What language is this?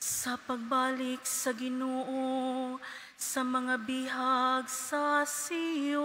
Cebuano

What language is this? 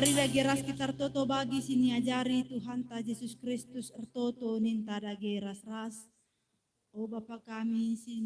Batak Karo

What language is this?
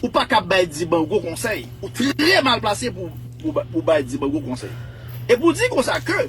Haitian Creole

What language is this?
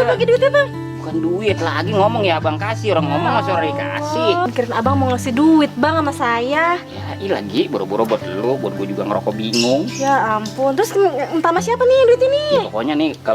Betawi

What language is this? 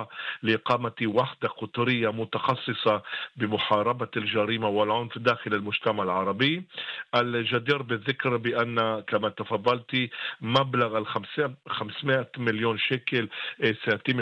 Arabic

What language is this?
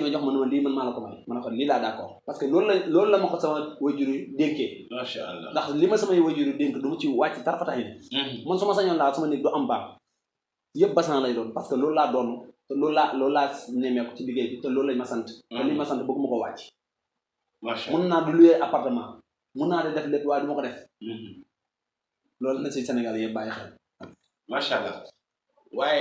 Wolof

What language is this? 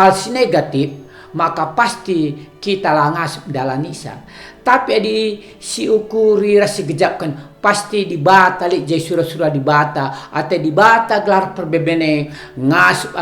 Batak Karo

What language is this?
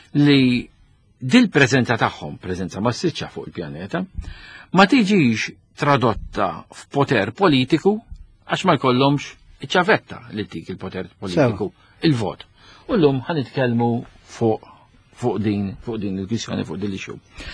Maltese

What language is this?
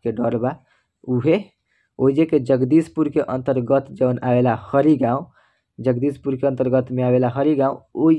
Bhojpuri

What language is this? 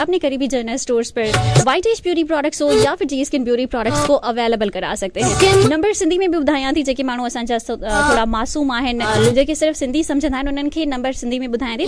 Sindhi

